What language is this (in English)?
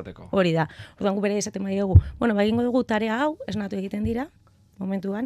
Basque